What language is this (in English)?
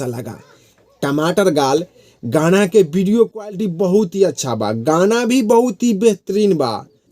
Bhojpuri